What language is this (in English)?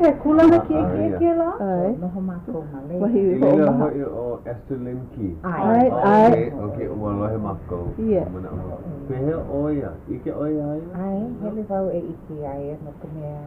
Hawaiian